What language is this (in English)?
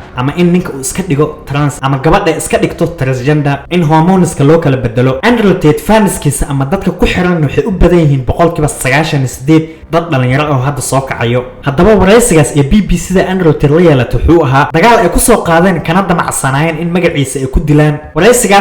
Somali